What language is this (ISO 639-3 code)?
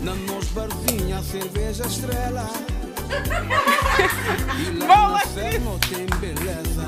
kea